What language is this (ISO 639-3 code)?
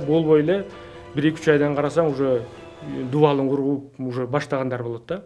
kir